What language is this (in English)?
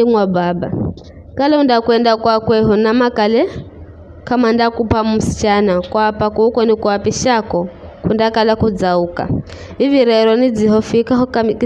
Giryama